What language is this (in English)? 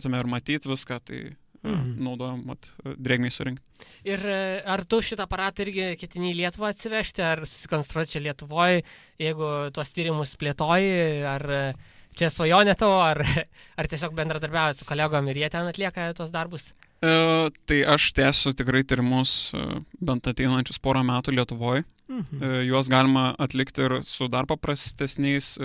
Lithuanian